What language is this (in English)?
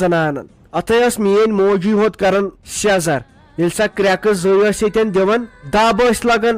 Kashmiri